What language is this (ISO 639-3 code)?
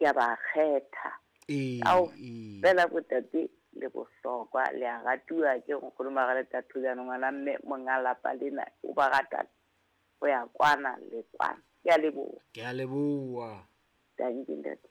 sot